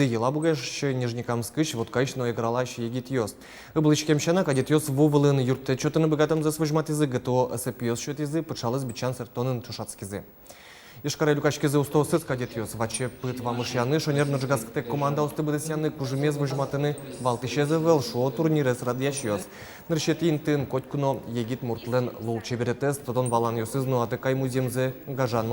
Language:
Udmurt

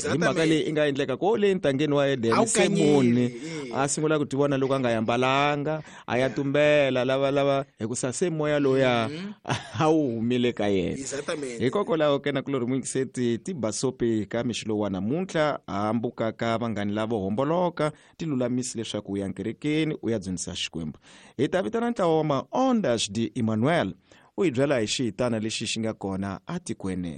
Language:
Tsonga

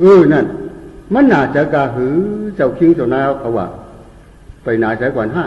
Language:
Shan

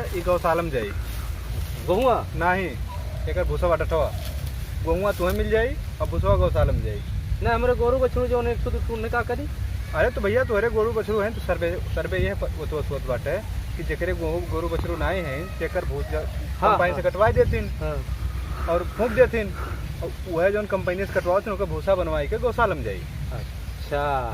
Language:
Awadhi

